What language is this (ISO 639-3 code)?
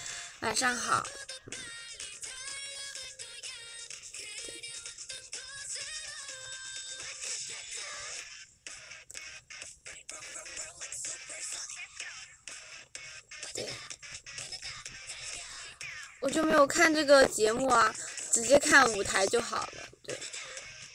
zho